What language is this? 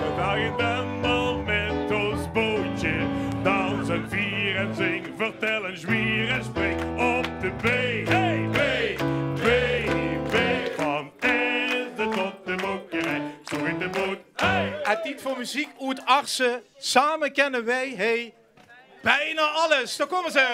Limburgish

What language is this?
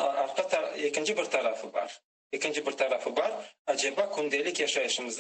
Crimean Tatar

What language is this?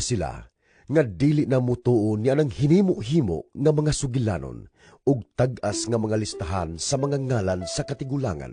Cebuano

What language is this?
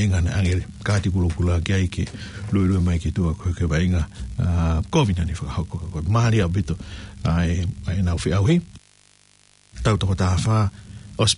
Tongan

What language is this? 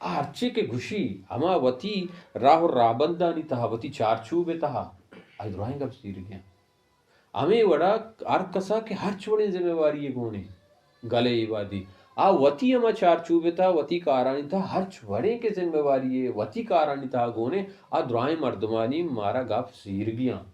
Baluchi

